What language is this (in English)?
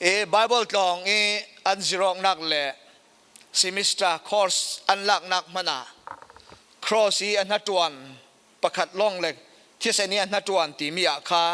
Falam Chin